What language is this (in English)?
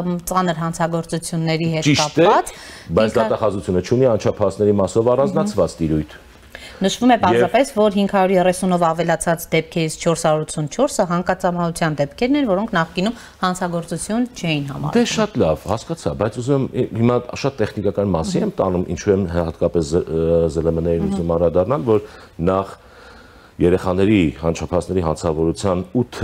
Armenian